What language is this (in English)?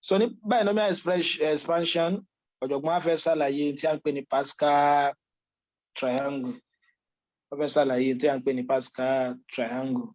Yoruba